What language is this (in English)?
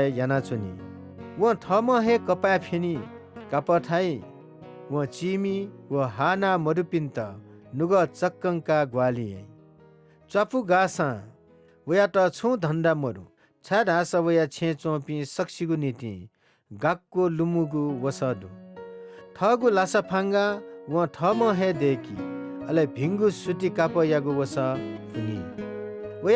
Newari